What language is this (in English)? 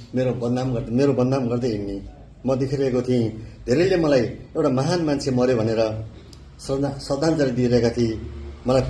Nepali